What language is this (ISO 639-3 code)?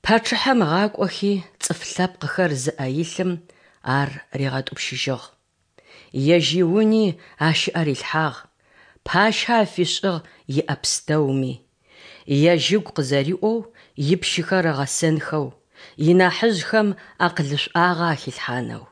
ady